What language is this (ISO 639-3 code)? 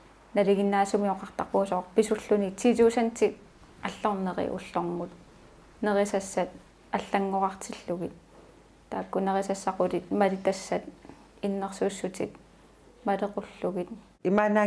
kal